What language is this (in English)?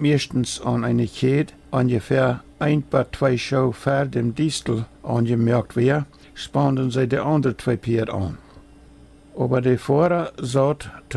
Plautdietsch